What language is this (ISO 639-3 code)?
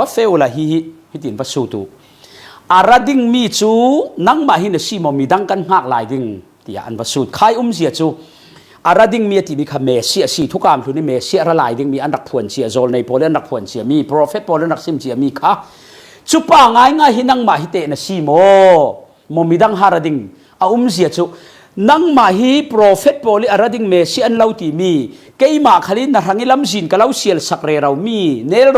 cfm